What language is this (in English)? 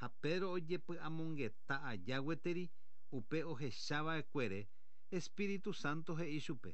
Guarani